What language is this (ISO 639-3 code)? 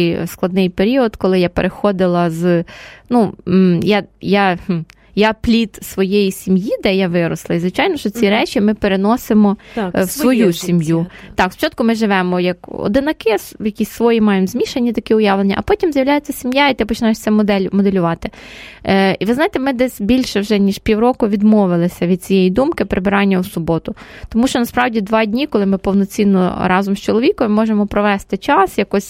ukr